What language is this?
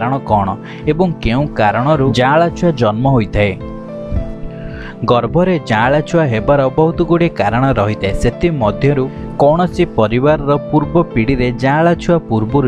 Odia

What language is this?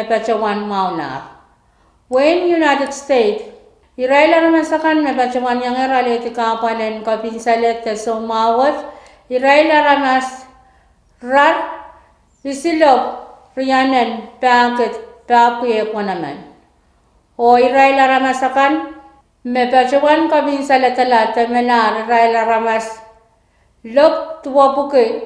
Pohnpeian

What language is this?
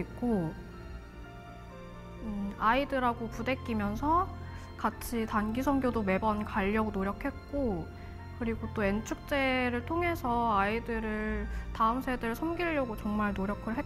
Korean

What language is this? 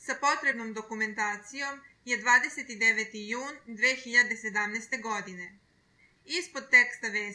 Serbian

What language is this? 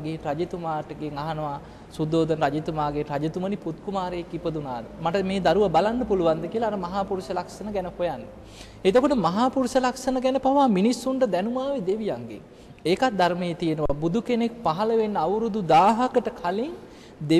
Sinhala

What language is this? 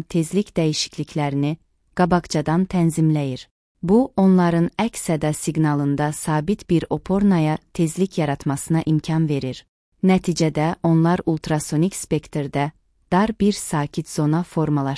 Azerbaijani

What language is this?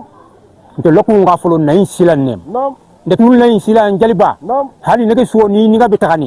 Bambara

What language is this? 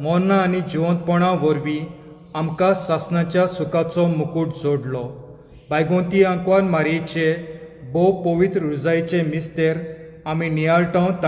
Konkani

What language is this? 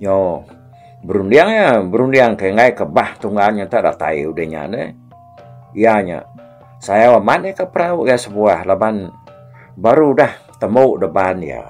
Iban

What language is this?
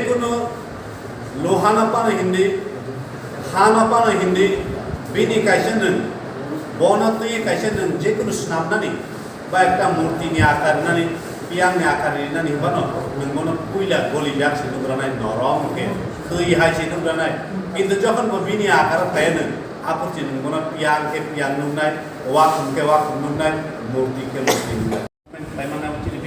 Kok Borok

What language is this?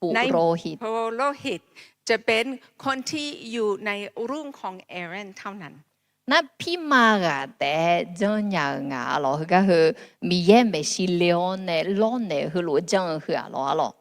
Akha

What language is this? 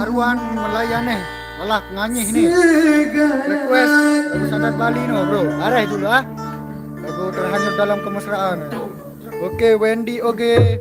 Sasak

